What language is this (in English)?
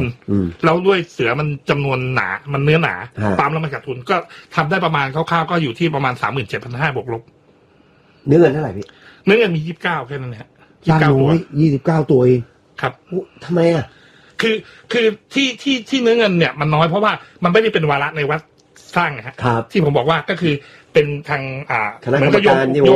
Thai